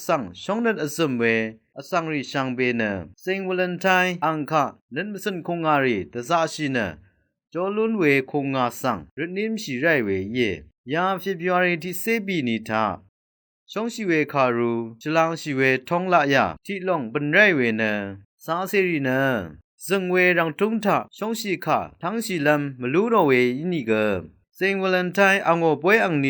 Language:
Rawang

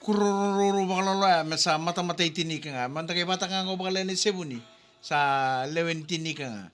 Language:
Fijian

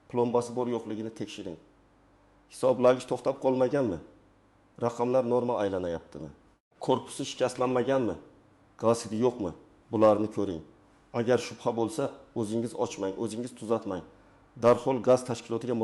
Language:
Uzbek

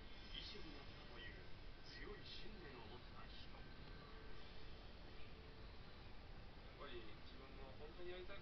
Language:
Japanese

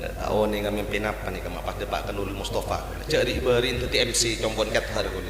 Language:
Madurese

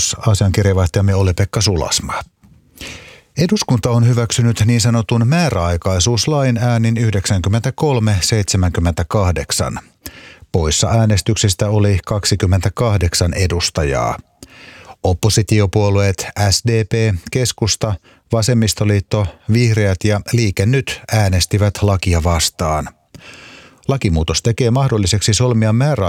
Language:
Finnish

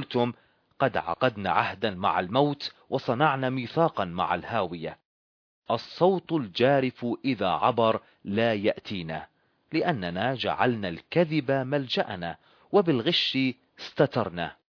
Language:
Arabic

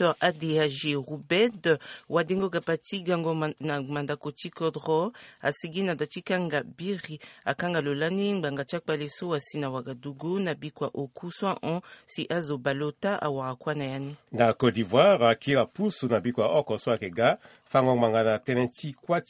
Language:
Sango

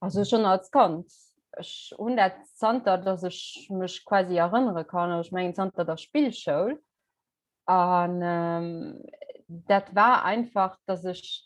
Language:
Luxembourgish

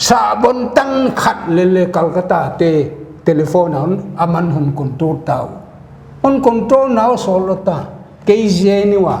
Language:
Paite Chin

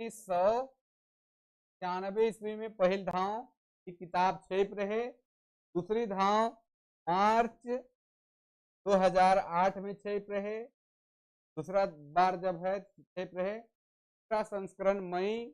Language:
Sadri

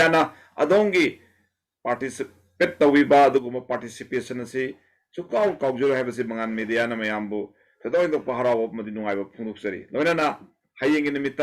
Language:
Manipuri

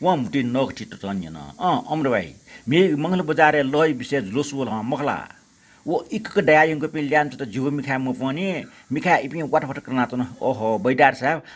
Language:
Newari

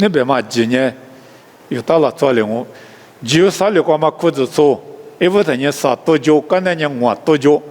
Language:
Lisu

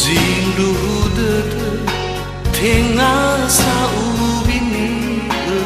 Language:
Nias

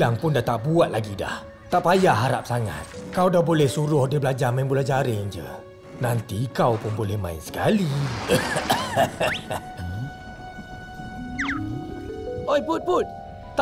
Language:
Malay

